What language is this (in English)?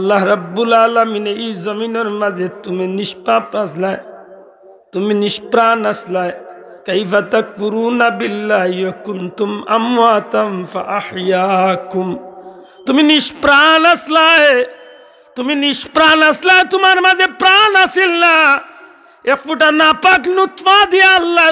Sylheti